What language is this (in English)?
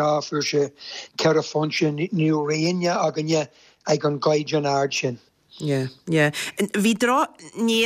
Irish